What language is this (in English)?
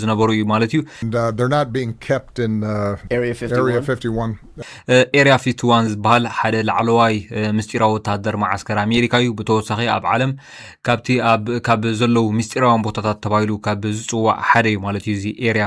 Tigrinya